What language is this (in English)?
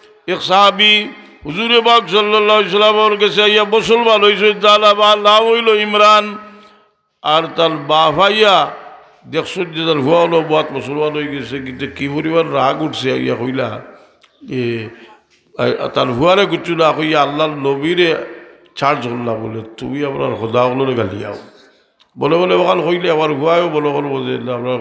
Sylheti